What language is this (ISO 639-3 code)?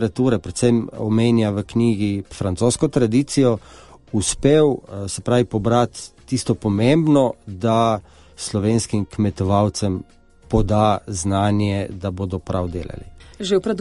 slv